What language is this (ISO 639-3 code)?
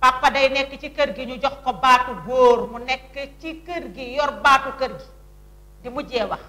wol